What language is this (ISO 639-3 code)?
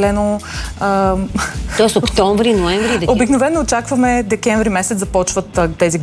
bul